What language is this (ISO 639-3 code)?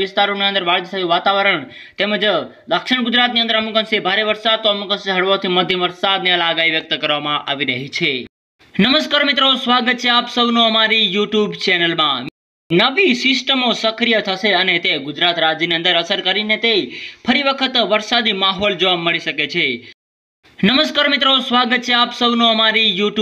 guj